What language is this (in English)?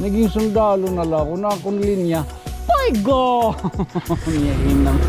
Waray